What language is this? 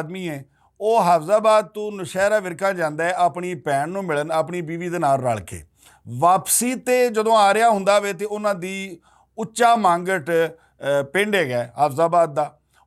Western Panjabi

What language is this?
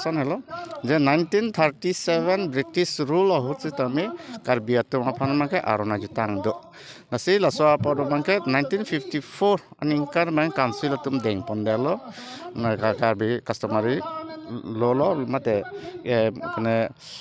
Karbi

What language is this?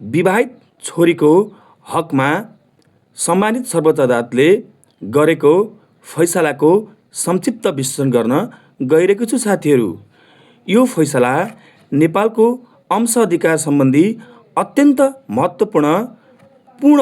Nepali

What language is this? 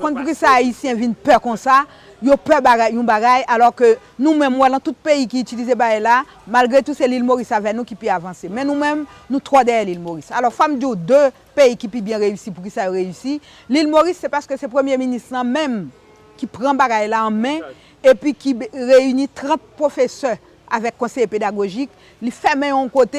Haitian Creole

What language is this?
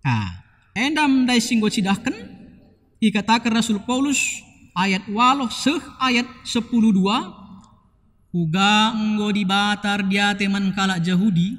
Batak Karo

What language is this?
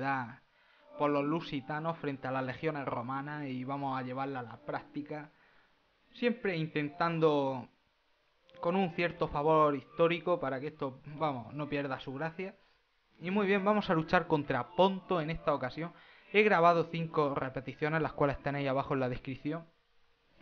Spanish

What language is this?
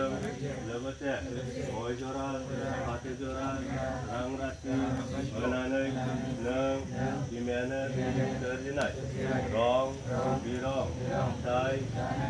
Bodo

